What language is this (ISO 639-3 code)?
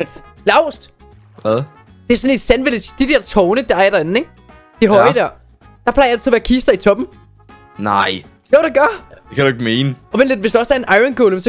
dan